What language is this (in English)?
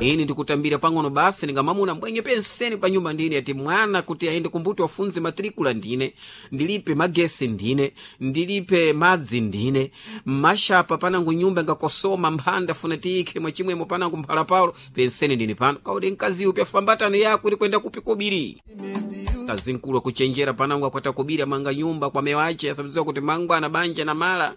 Sena